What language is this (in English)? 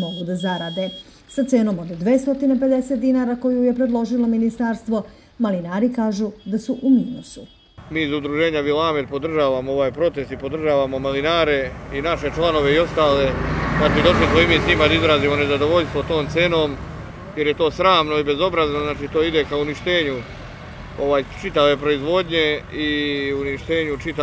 Serbian